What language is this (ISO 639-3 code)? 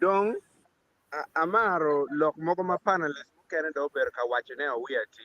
ach